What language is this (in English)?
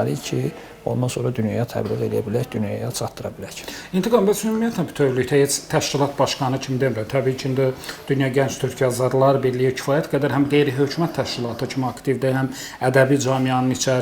Azerbaijani